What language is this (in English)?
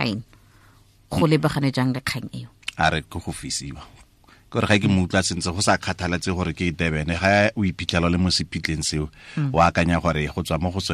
Tswana